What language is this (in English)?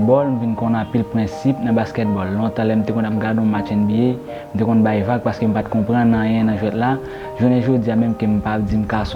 Haitian Creole